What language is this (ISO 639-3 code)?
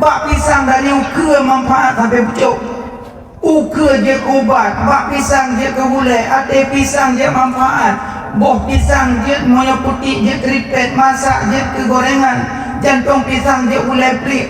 ace